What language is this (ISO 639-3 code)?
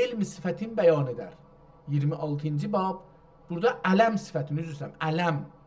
azb